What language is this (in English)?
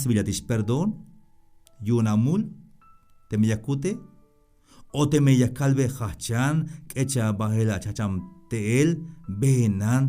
Tzeltal